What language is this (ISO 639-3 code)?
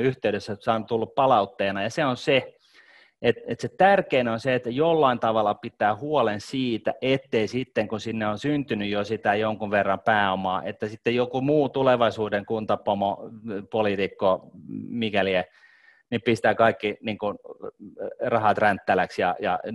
fin